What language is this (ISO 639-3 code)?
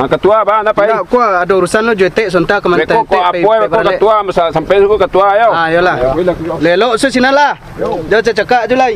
min